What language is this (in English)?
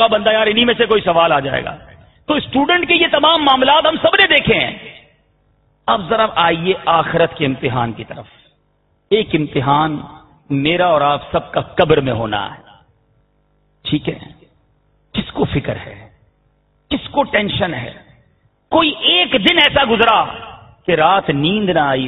Urdu